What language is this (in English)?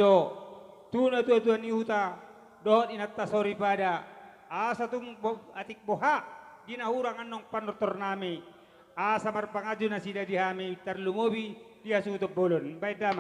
Batak Toba